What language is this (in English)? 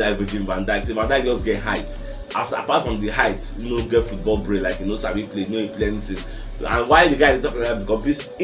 Nigerian Pidgin